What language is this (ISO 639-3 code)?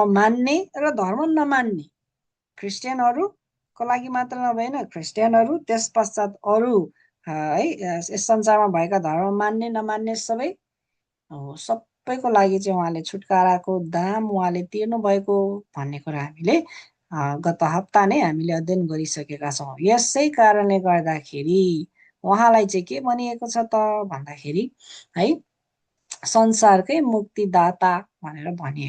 nep